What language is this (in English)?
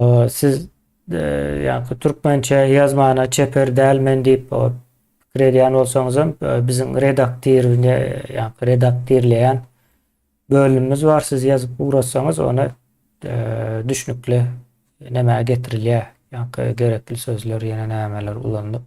Turkmen